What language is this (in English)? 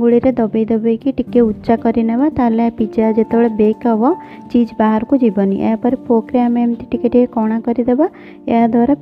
Odia